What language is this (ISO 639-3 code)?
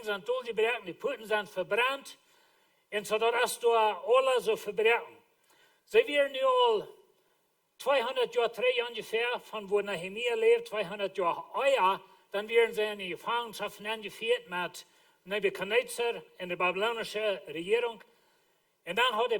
pdt